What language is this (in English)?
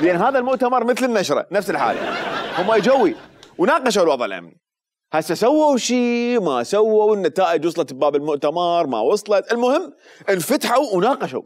Mesopotamian Arabic